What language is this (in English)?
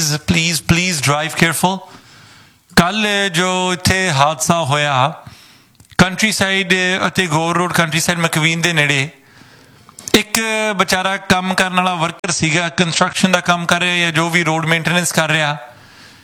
Punjabi